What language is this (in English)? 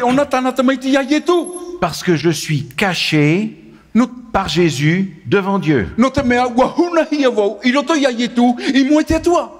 Tahitian